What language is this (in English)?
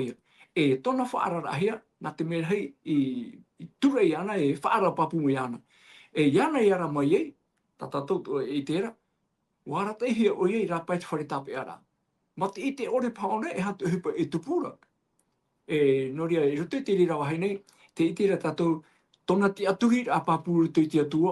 Tahitian